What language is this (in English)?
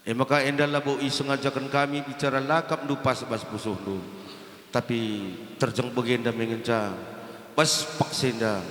Batak Karo